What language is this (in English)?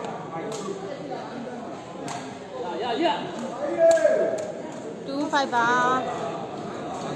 Burmese